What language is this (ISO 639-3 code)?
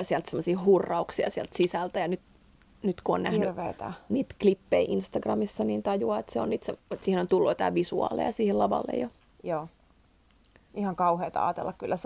fin